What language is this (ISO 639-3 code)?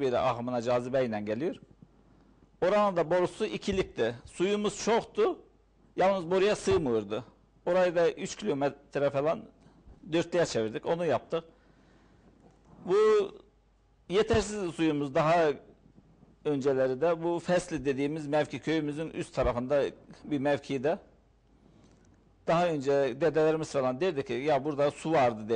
tur